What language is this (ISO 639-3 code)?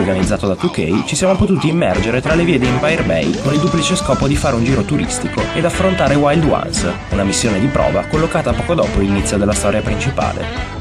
ita